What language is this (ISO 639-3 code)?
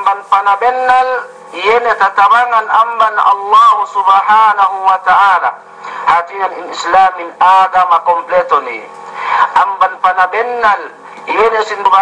yka